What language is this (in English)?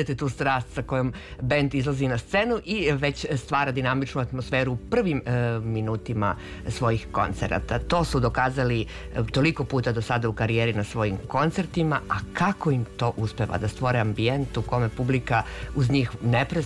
Serbian